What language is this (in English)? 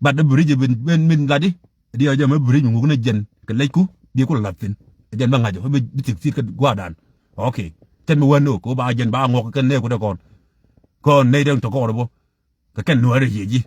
Nuer